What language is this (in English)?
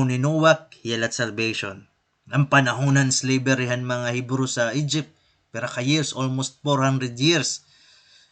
Waray